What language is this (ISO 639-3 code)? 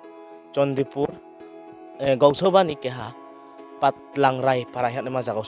ria